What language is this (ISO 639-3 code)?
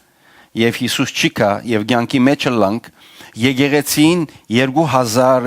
hyw